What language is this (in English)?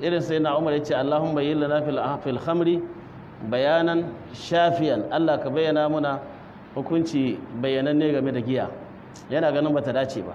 Hausa